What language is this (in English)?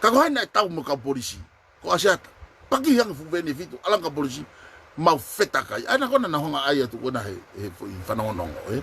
Tongan